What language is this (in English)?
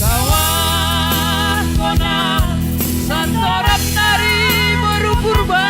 Batak Simalungun